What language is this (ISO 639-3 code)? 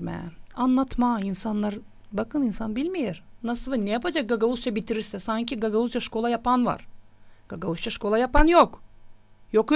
gag